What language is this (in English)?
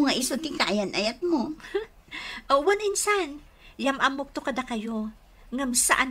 Iloko